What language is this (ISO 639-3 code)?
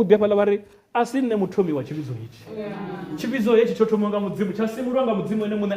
ven